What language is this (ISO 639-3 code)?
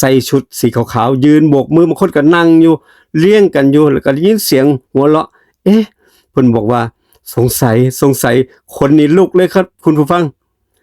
tts